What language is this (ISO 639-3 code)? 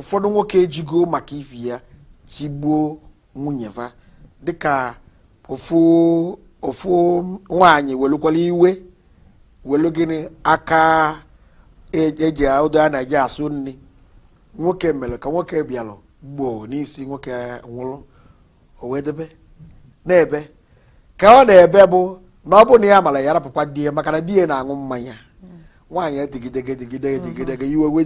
ibo